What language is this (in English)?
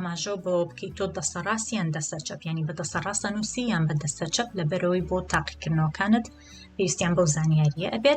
Central Kurdish